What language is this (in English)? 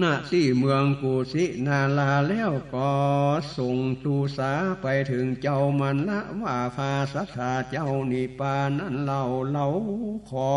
Northern Thai